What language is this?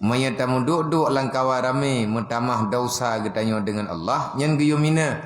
Achinese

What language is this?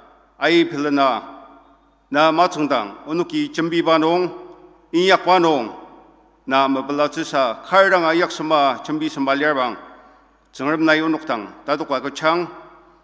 Ao Naga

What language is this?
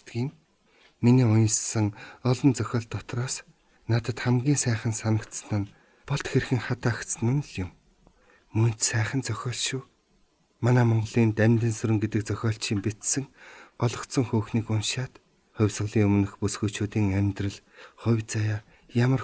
Mongolian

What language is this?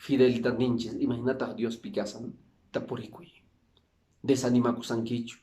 Quechua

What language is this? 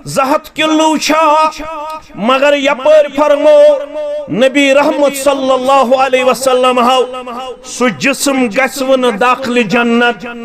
Kashmiri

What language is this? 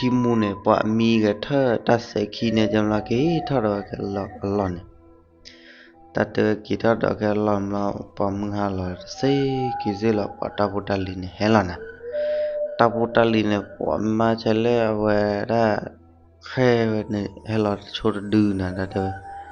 S'gaw Karen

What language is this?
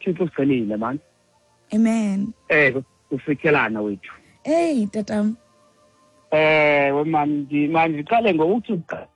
Xhosa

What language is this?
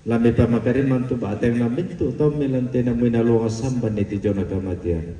Toraja-Sa'dan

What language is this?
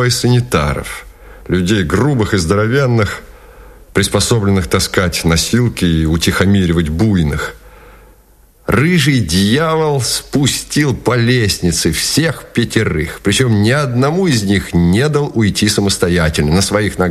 Russian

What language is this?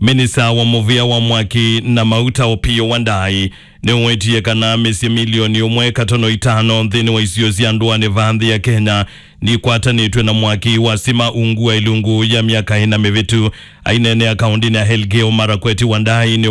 Kamba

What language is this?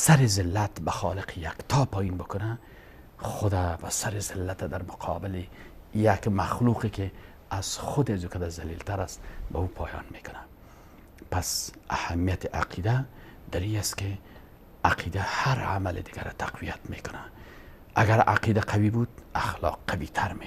Persian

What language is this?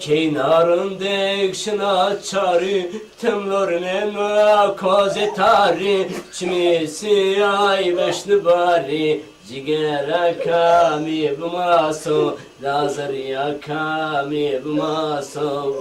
Zaza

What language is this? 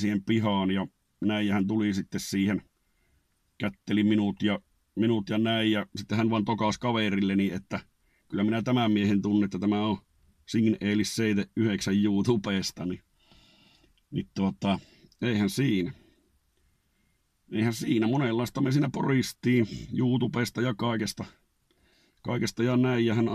Finnish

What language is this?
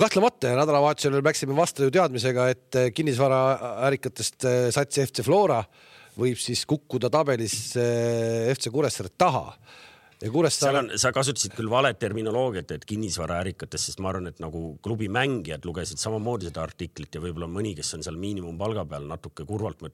Estonian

